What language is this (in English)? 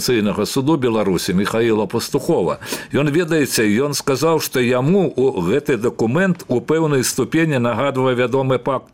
Belarusian